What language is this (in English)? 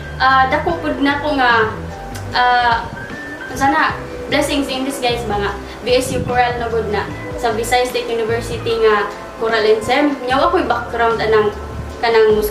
Cebuano